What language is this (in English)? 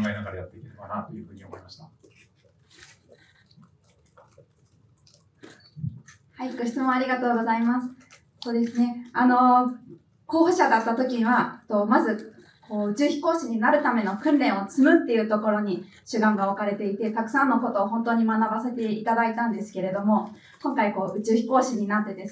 Japanese